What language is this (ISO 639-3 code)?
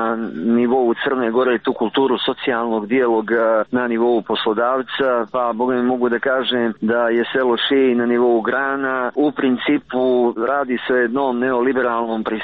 srp